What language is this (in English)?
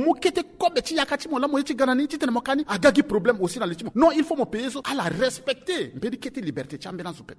Sango